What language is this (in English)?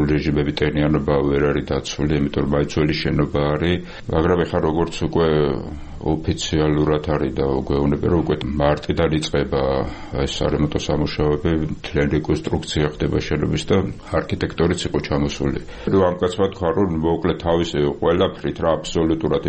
Georgian